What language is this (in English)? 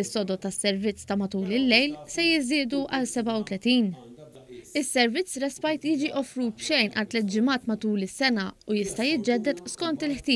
Maltese